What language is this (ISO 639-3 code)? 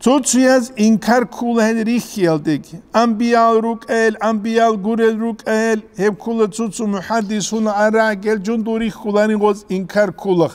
ava